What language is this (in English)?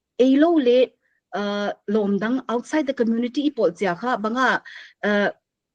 Paite Chin